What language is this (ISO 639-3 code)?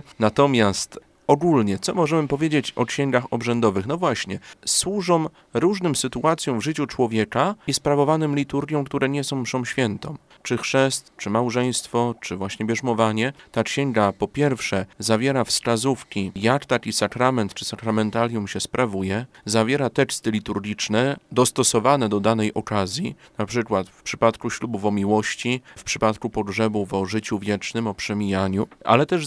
pol